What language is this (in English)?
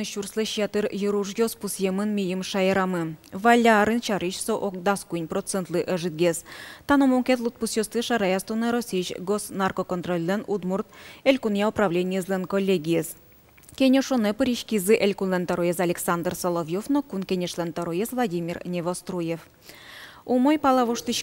Udmurt